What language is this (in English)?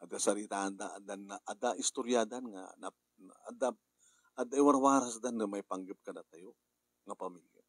Iloko